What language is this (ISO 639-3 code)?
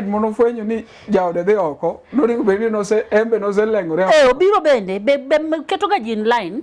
luo